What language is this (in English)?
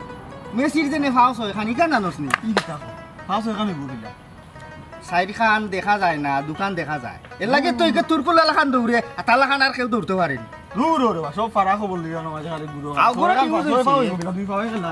Sylheti